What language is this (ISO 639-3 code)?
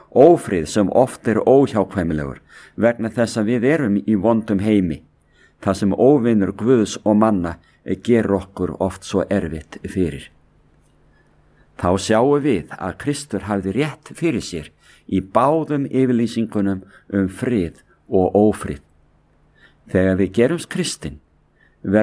isl